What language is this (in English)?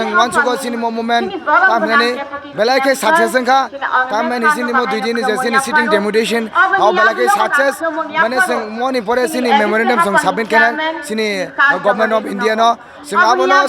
Kok Borok